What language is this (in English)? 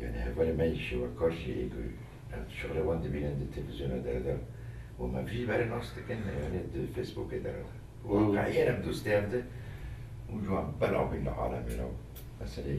Kurdish